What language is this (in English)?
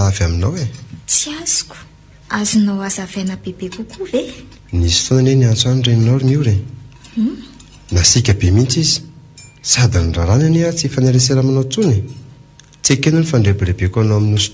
Malagasy